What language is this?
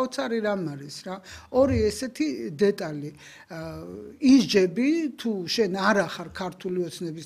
Georgian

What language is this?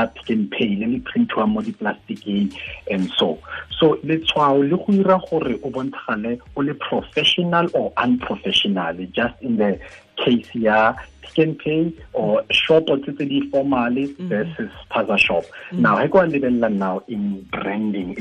Tswana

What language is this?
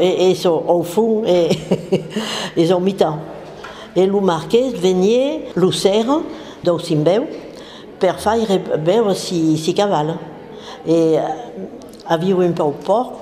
Occitan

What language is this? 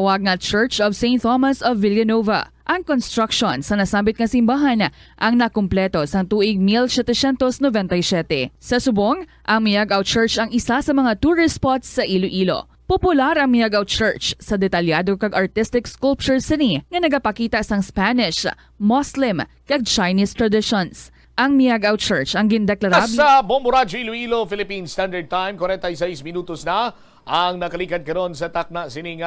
Hiligaynon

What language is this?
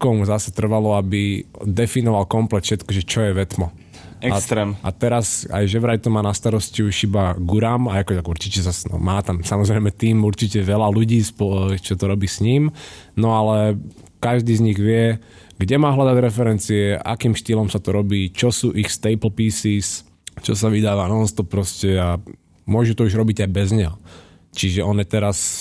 Slovak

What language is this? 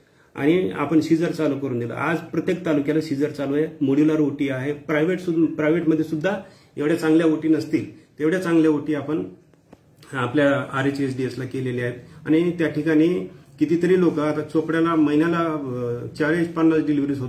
Marathi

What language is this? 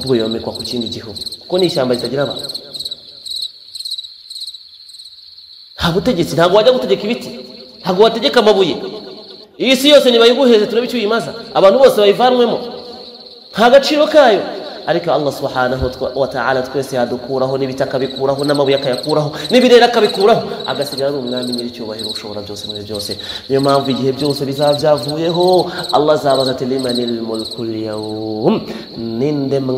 Kinyarwanda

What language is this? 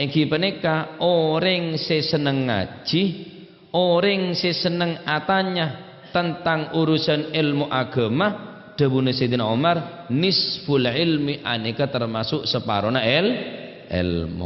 Madurese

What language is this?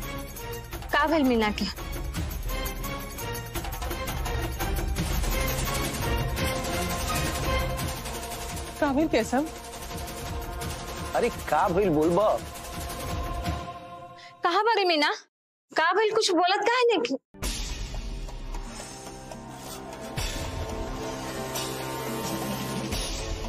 Bhojpuri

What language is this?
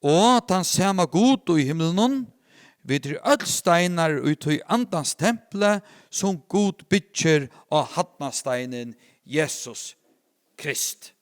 Faroese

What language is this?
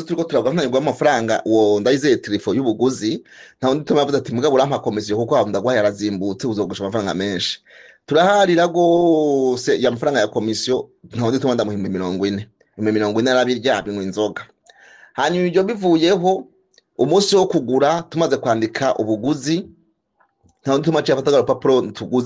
Rundi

